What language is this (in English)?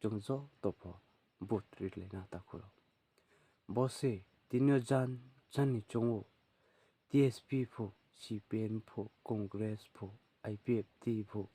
Riang (India)